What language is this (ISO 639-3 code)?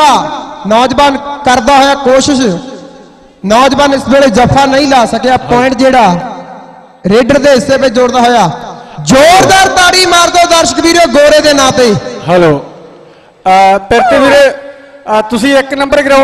pan